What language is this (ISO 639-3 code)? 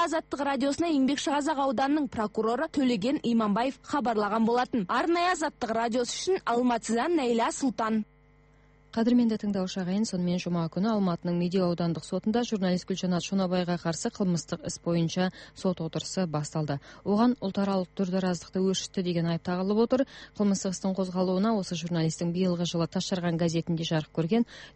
kaz